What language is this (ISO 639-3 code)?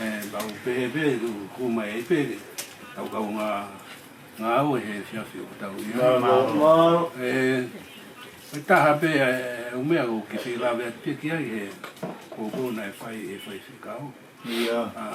ton